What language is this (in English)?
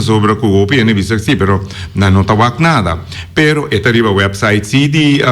Papiamento